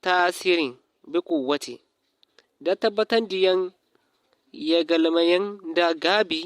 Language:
Zarma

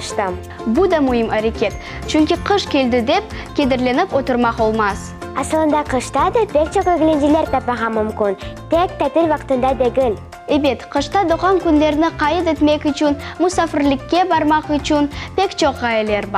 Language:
Crimean Tatar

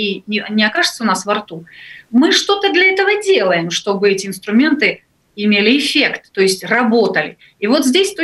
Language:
Russian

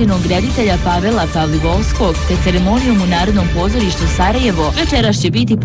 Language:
Bosnian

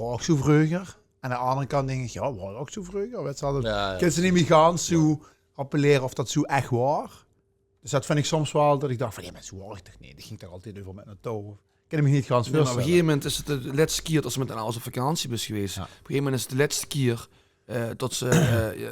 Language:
Limburgish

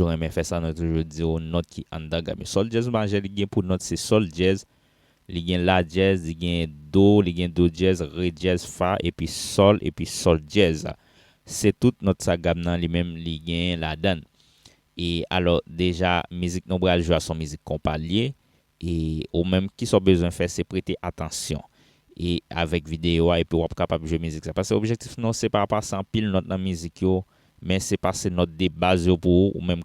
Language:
Haitian Creole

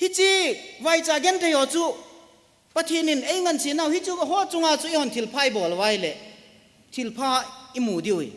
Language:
Thado Chin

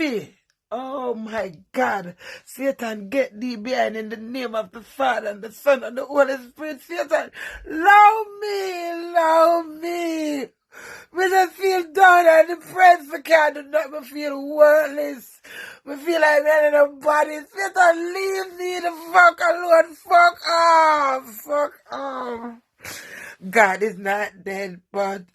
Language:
Jamaican Creole English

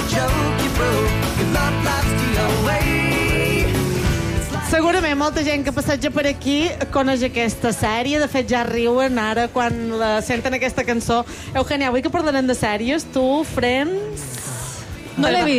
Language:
Catalan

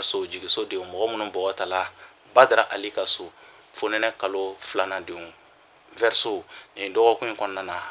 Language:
Bambara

